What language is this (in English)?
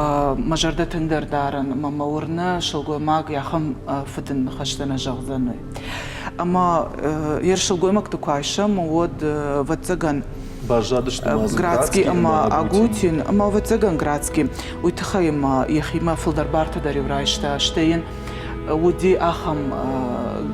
Ossetic